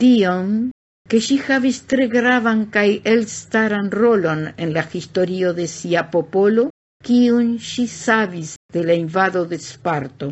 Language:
Esperanto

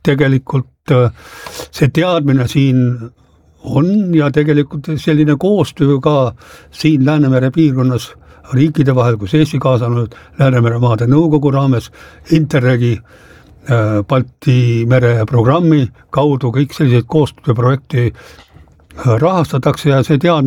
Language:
Estonian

